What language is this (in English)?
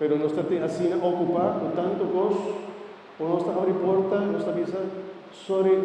Papiamento